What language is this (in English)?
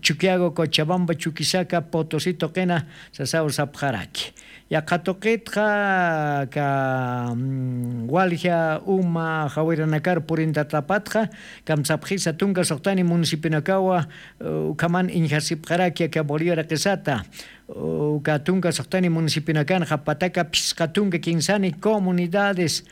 Aymara